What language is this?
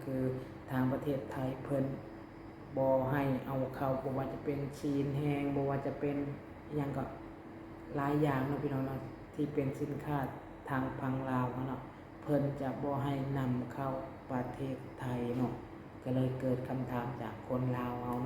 Lao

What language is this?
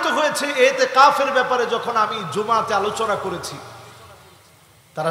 Bangla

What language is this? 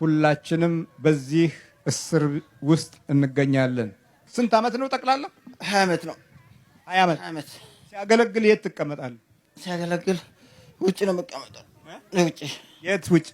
Amharic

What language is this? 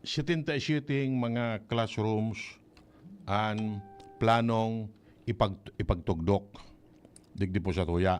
Bikol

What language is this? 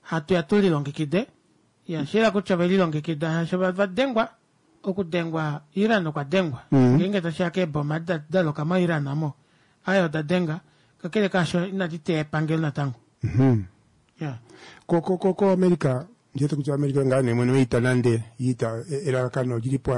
Kuanyama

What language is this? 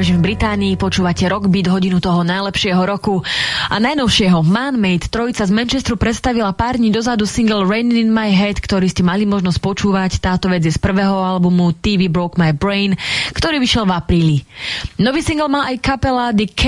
Slovak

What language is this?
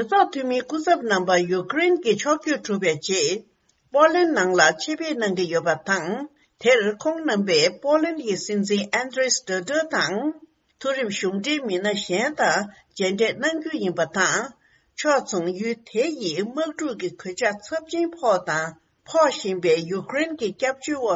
Tibetan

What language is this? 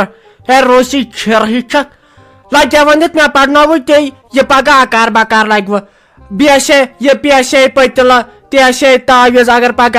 Kashmiri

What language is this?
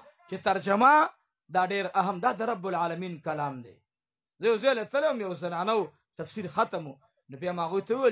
Pashto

